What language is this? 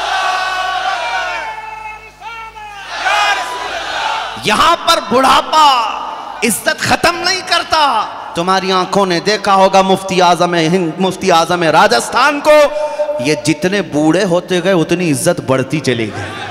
Urdu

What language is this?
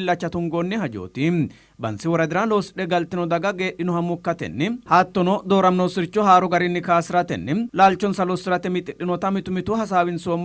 Sidamo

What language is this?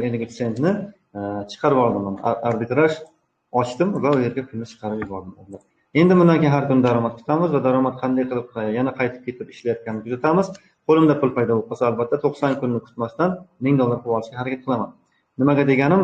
Uzbek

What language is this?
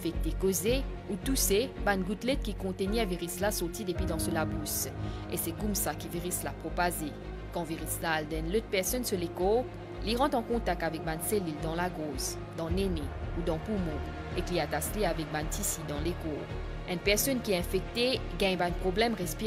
French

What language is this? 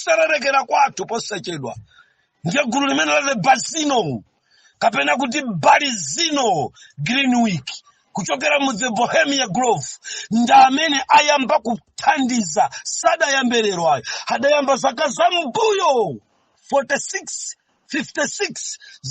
Nyanja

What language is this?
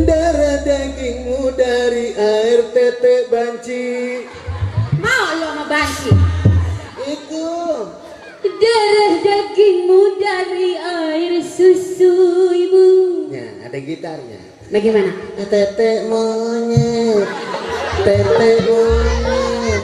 Betawi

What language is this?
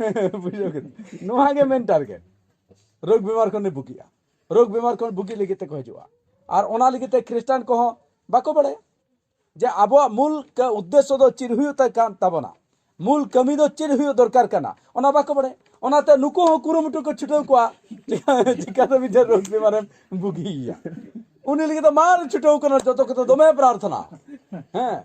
Santali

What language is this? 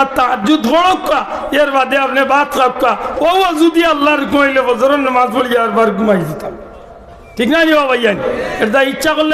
Sylheti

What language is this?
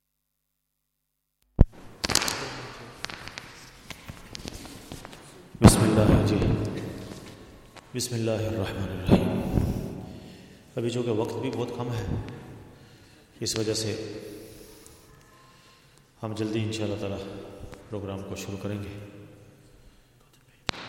Urdu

